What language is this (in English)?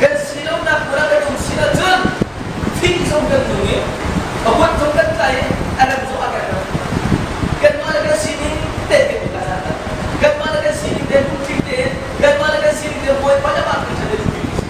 Hakha Chin